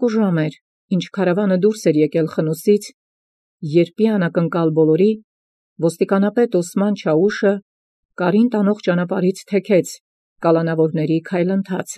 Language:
Armenian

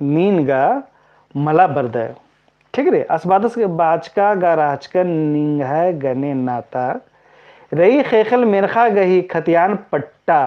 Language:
Kurukh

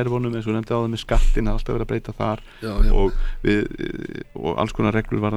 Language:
Icelandic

